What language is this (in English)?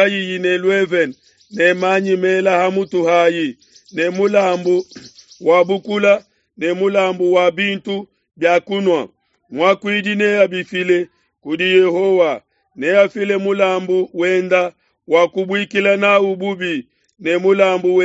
Luba-Lulua